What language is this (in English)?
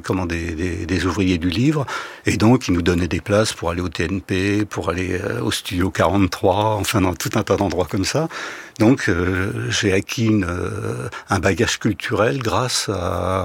French